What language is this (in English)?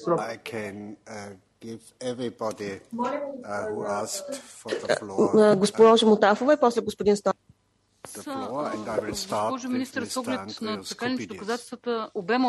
Bulgarian